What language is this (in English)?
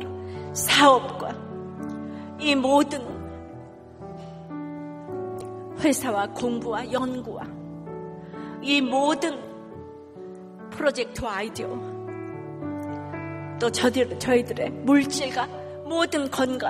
Korean